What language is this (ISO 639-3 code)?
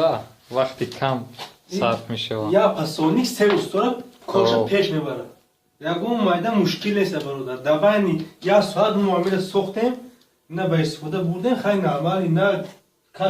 tgk